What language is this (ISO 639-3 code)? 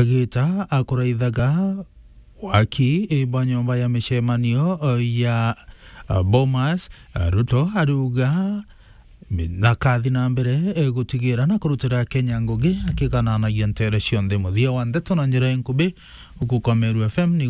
mer